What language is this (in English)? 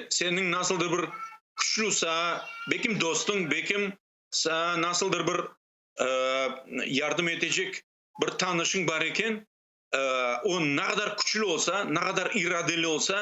Crimean Tatar